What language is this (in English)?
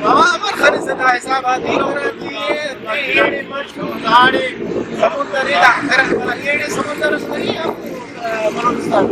Brahui